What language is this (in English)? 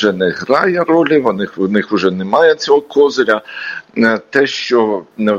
Ukrainian